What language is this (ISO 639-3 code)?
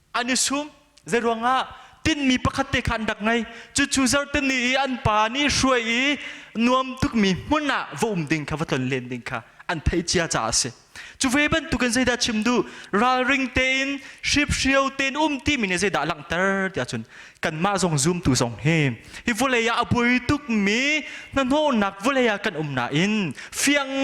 cnh